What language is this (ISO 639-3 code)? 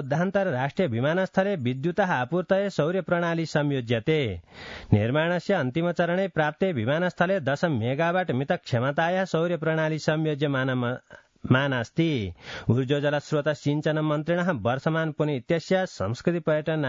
san